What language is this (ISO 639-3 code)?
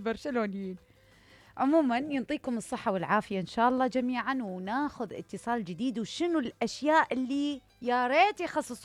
acm